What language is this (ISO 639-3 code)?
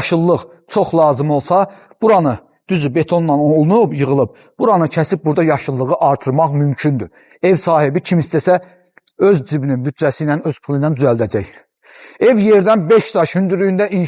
aze